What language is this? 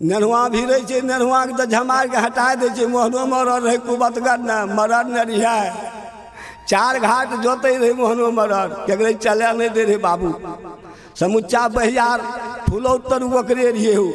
Maithili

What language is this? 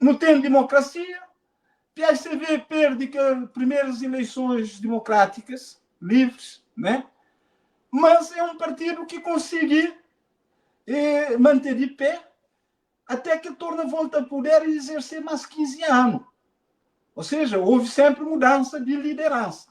Kabuverdianu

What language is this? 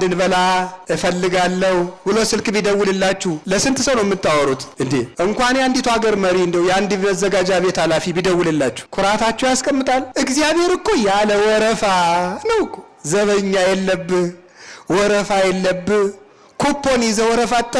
Amharic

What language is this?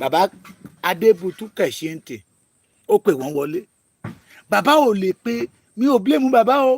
Yoruba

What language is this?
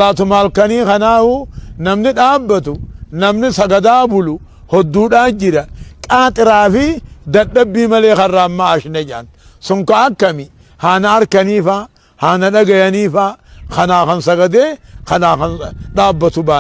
Oromo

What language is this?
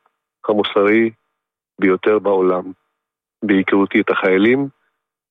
Hebrew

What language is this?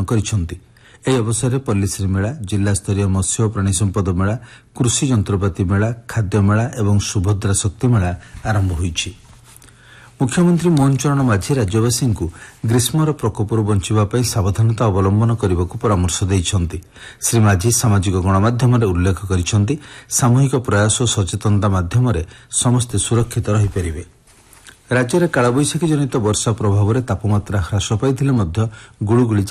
Odia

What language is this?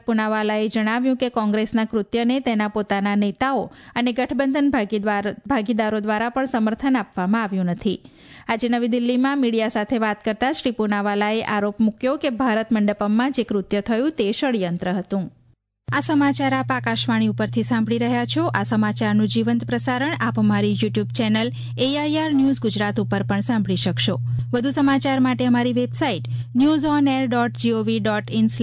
Gujarati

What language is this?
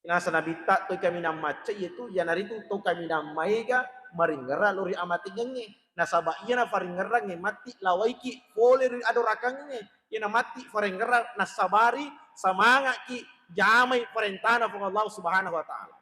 Buginese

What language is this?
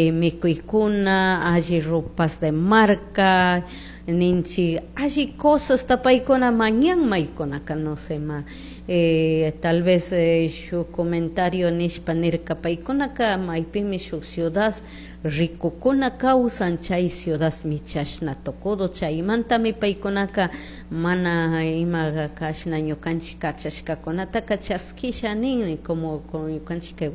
Chimborazo Highland Quichua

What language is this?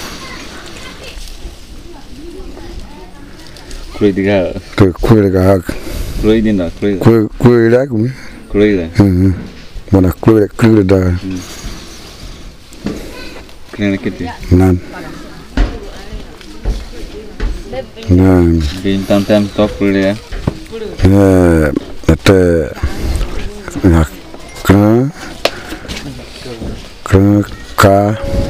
Malay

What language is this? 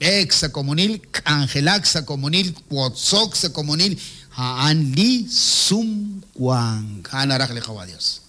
Kekchí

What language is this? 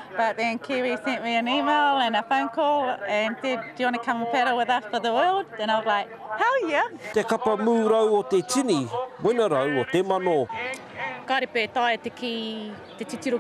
Māori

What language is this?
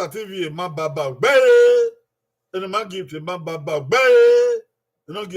Bini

